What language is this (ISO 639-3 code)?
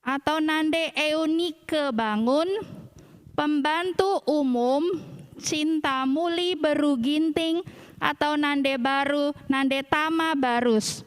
btx